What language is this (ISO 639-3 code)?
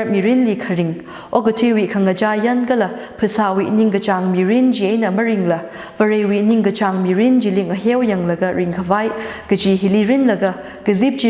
nmf